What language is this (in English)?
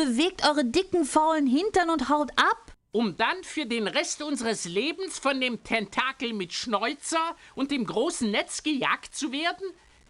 Bavarian